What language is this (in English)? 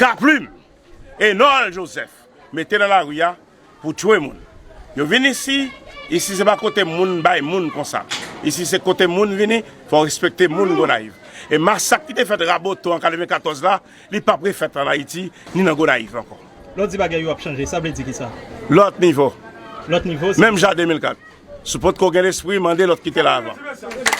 Haitian Creole